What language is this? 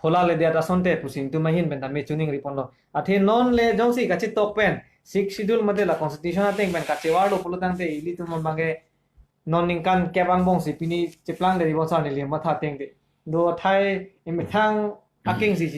Karbi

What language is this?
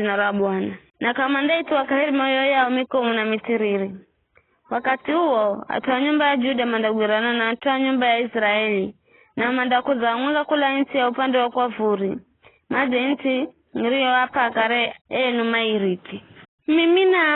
Giryama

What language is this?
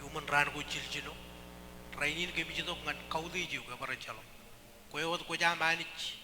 Marshallese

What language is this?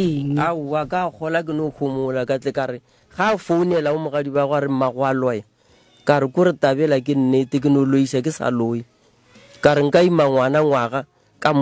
Northern Sotho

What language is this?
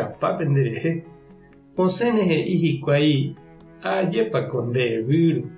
Guarani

